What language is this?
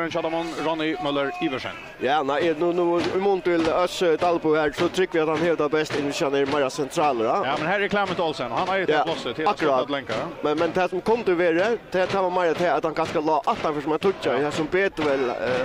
Faroese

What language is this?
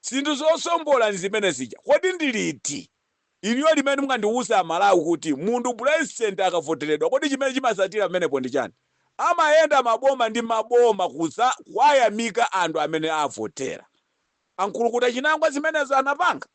Nyanja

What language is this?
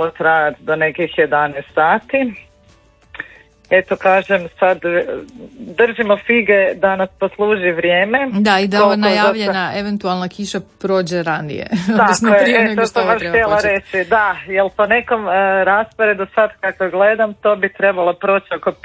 Croatian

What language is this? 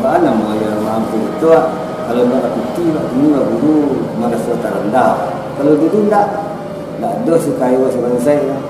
Minangkabau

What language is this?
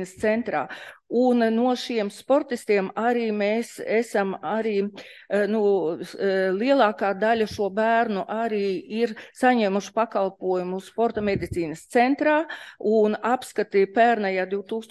Latvian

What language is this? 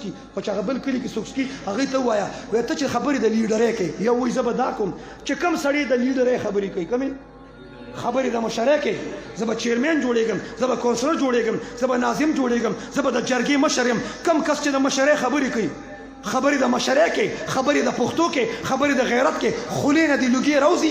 Pashto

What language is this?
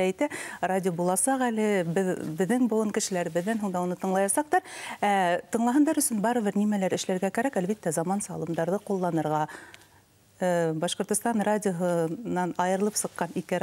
Bashkir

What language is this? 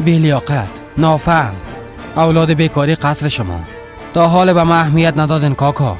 Persian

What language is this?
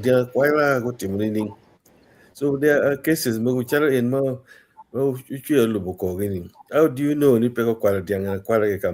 Acoli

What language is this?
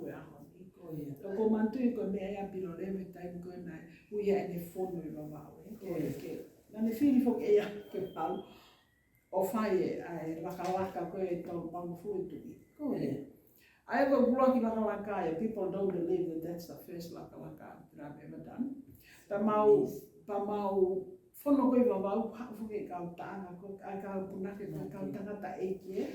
Tongan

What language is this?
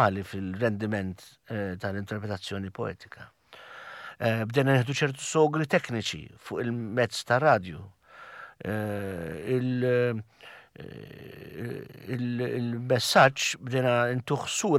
Maltese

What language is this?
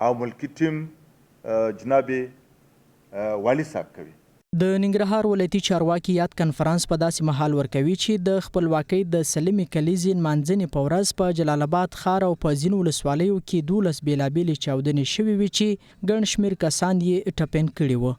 Pashto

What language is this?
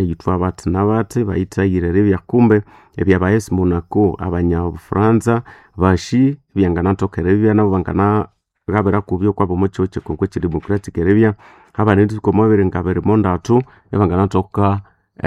Nande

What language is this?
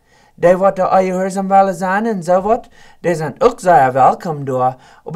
Plautdietsch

